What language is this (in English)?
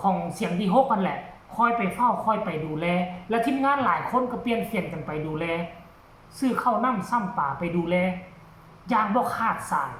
Northeastern Thai